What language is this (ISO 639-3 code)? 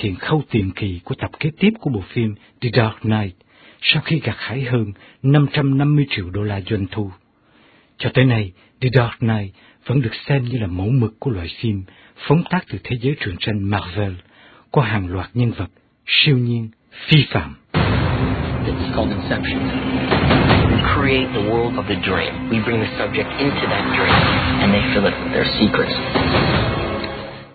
vie